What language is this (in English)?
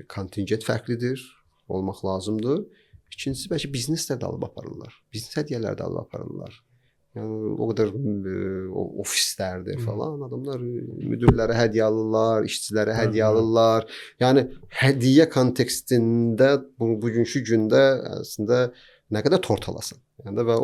Azerbaijani